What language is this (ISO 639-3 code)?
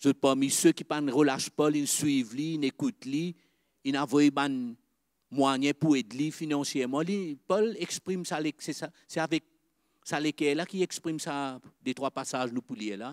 mfe